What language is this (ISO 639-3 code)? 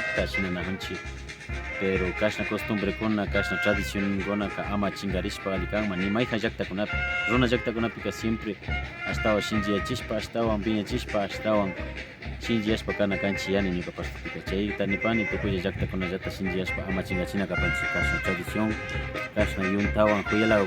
qvi